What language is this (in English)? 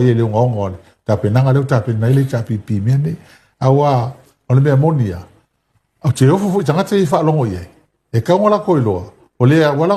Samoan